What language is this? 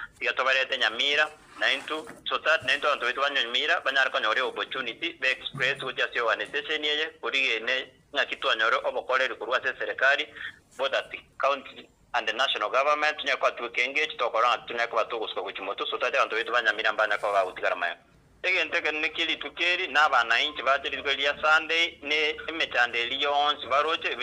Gusii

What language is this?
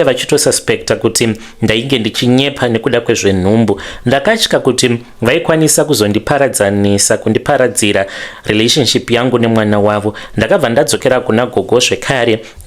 Shona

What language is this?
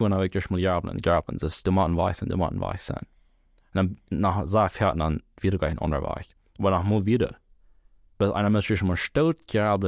Plautdietsch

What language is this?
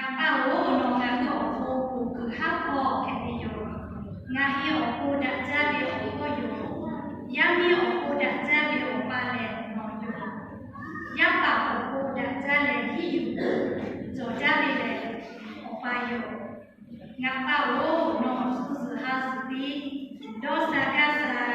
Lahu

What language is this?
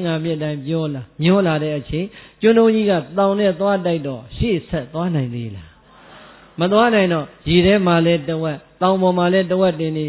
Burmese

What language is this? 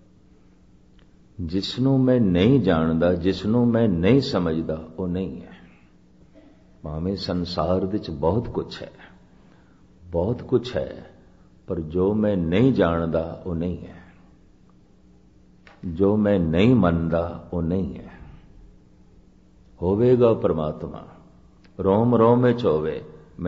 Punjabi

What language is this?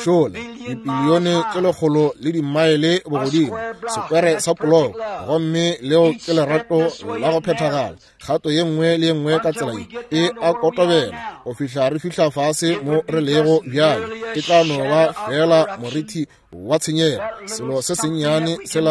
Northern Sotho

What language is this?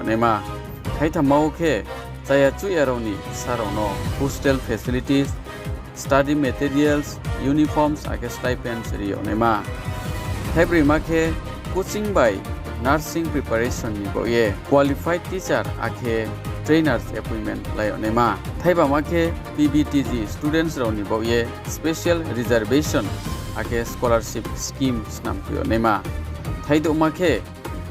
Riang (India)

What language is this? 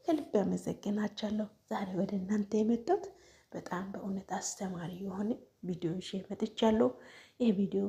Amharic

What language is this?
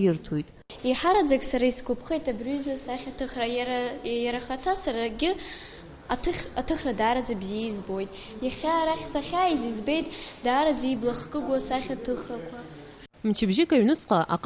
Abkhazian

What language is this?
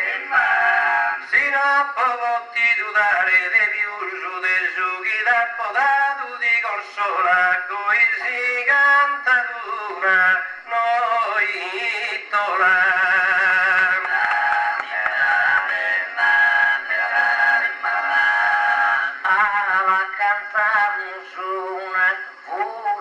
Italian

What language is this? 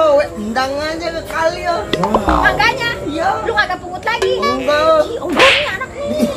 Betawi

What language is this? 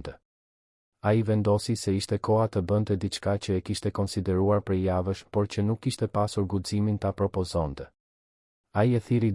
Albanian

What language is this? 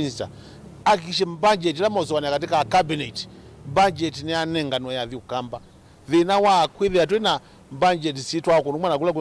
Kamba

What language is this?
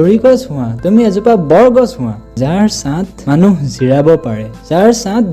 Assamese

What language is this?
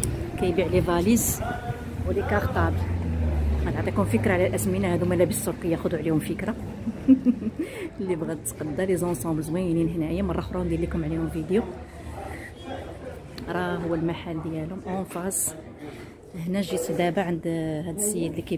Moroccan Arabic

